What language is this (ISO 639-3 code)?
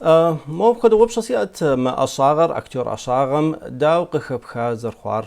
kbd